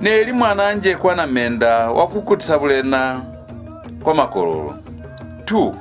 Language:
Lozi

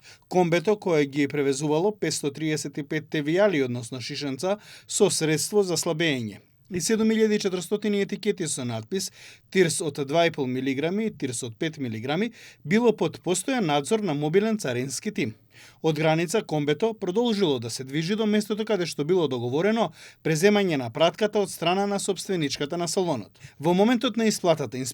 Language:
Macedonian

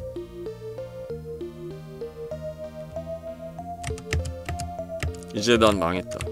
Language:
Korean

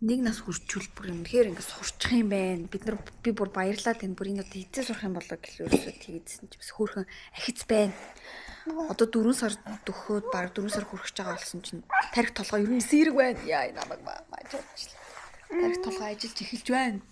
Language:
Mongolian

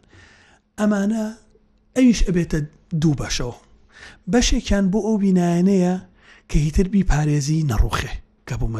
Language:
Central Kurdish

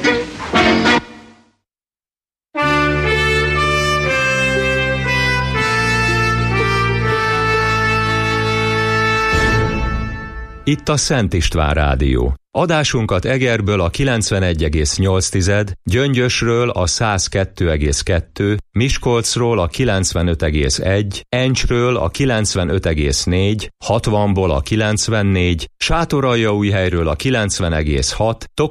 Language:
Hungarian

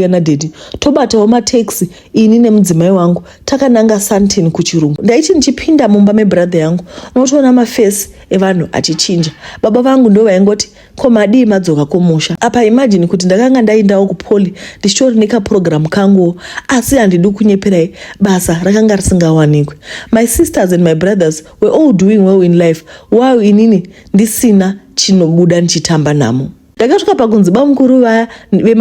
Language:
Shona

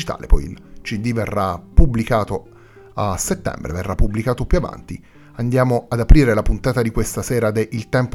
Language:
Italian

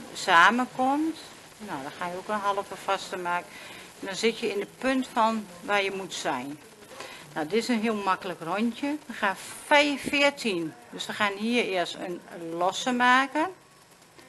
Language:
Dutch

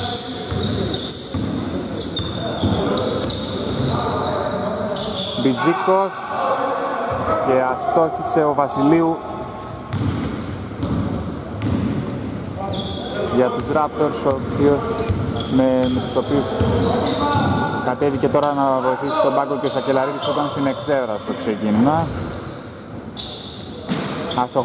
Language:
Greek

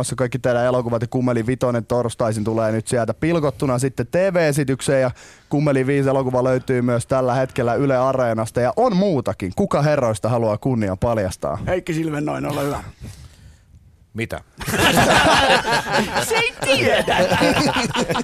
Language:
Finnish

